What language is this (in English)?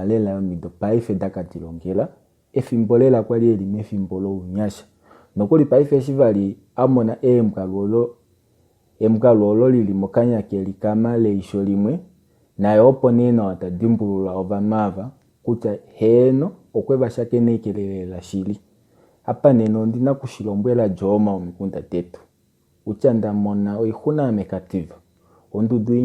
Kuanyama